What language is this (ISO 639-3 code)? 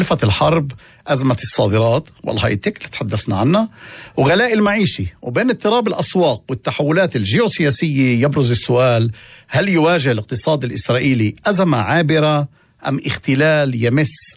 apc